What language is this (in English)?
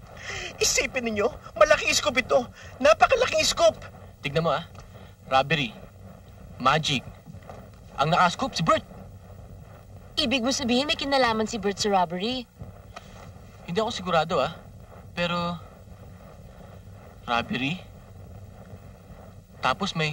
Filipino